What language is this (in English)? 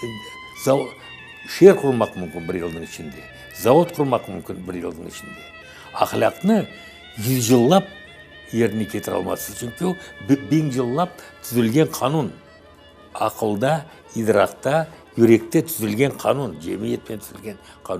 Crimean Tatar